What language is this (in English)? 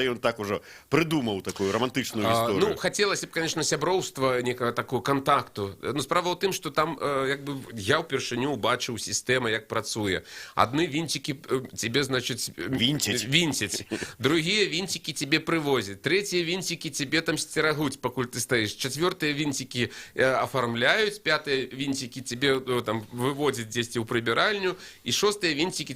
Belarusian